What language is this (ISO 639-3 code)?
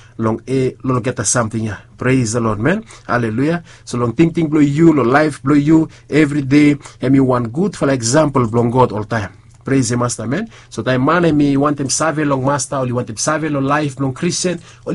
bis